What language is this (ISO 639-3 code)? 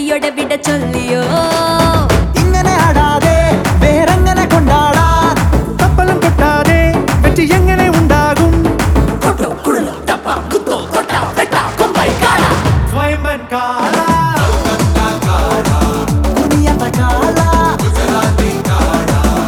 mal